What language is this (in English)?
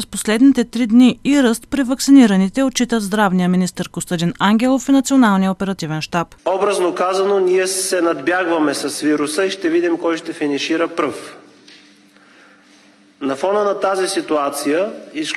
Bulgarian